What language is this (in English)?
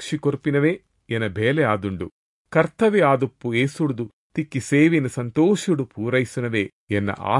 Tulu